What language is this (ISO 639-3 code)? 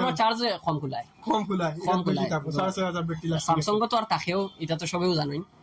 syl